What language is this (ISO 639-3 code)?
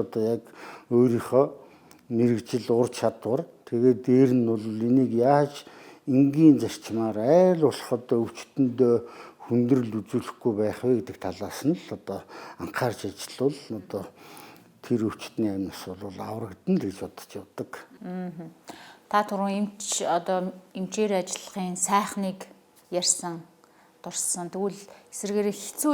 mon